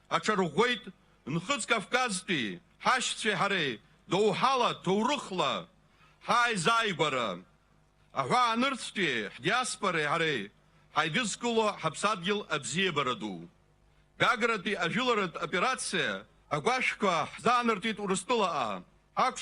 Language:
Abkhazian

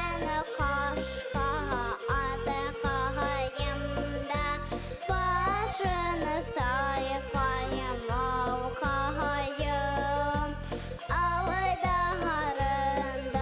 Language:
Bashkir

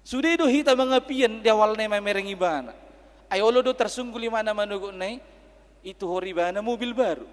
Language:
Batak Toba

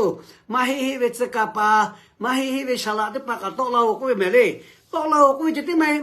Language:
Lahu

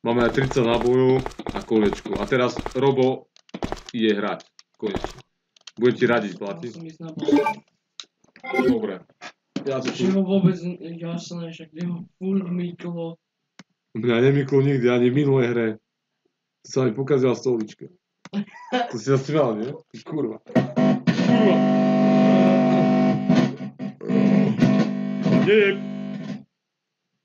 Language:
Slovak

